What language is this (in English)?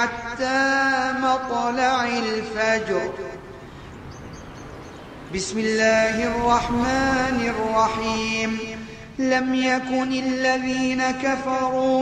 Arabic